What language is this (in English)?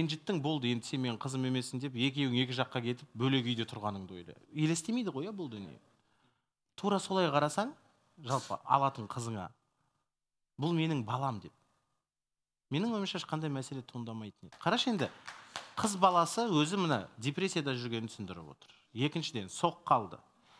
Kazakh